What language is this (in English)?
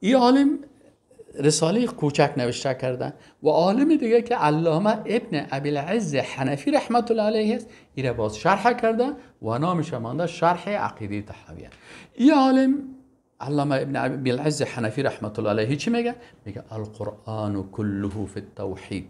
Persian